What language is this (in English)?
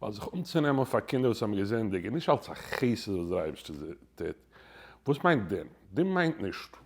Yiddish